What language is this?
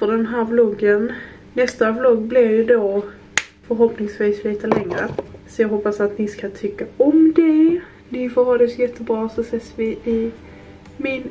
Swedish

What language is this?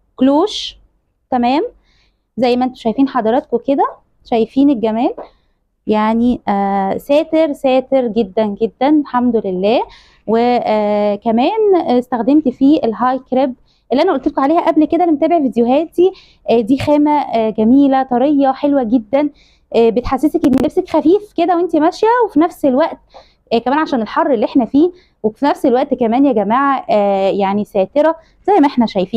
Egyptian Arabic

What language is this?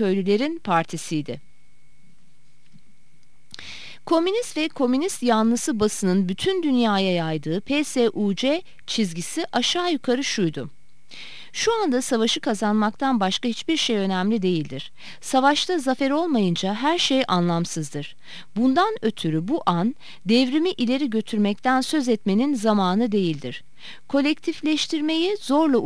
Turkish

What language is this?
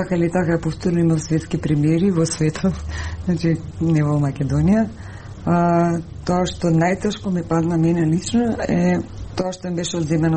Macedonian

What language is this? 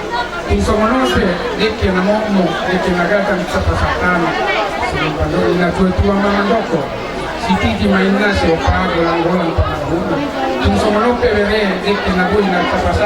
Batak Toba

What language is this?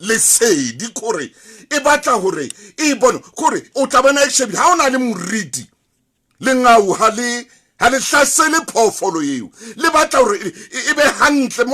Southern Sotho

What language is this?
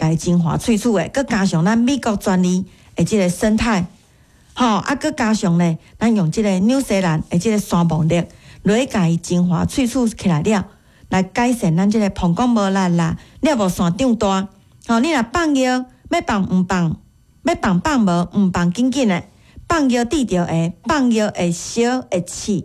Min Nan Chinese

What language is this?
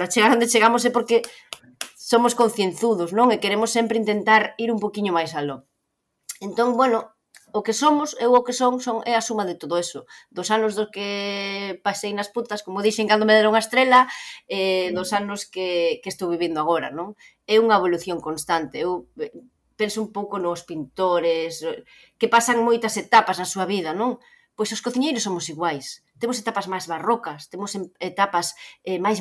Galician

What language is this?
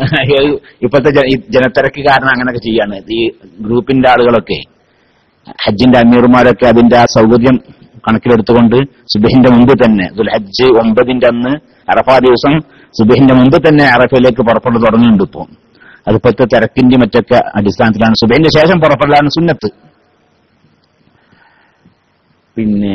Malayalam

